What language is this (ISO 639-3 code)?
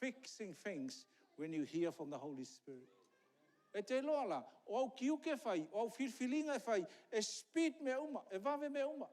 smo